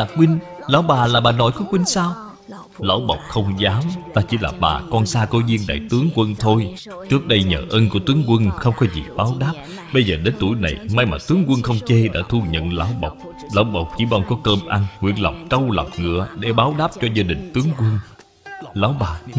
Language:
Vietnamese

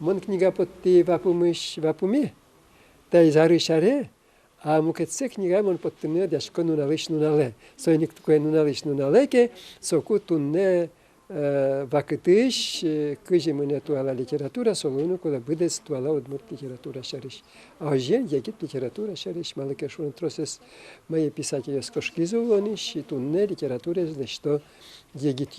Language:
Udmurt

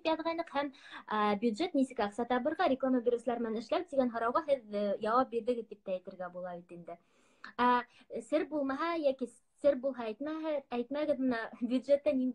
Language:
Bashkir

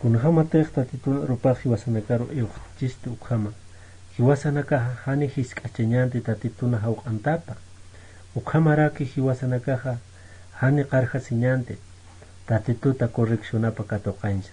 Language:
Aymara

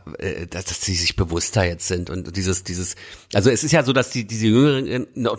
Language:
German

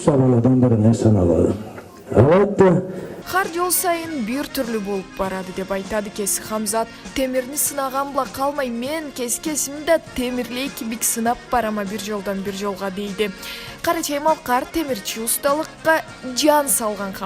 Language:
Karachay-Balkar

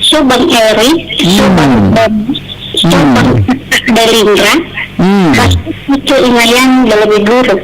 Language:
Nias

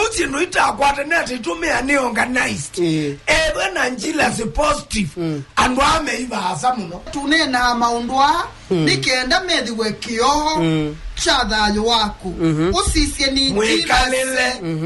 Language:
Kamba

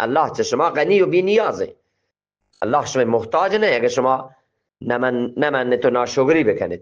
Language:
Eastern Balochi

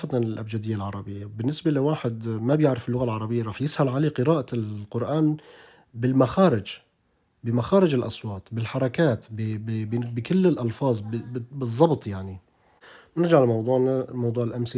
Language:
North Levantine Arabic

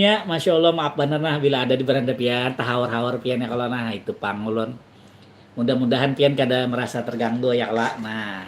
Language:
Banjar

